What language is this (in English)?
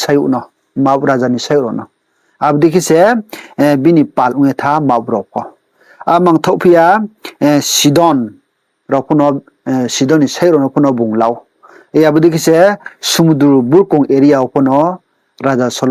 Riang (India)